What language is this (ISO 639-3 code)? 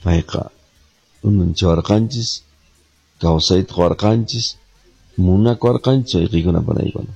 que